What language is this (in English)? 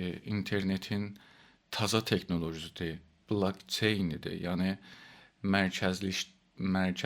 South Azerbaijani